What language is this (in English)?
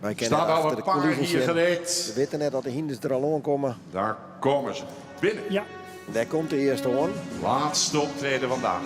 Western Frisian